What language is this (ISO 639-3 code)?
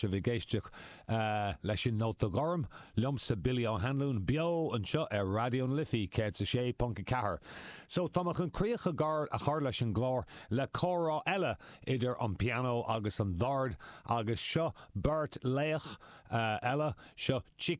gle